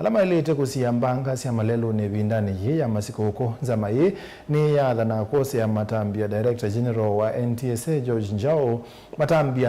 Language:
Kamba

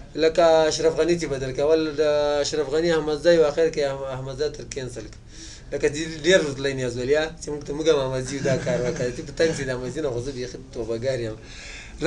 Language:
Pashto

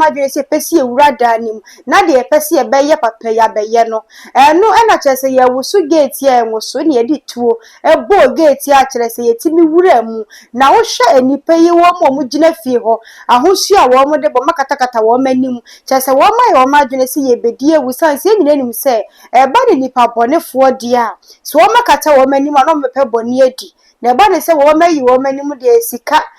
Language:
Akan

